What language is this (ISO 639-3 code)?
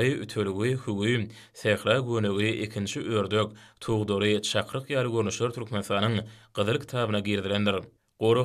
tuk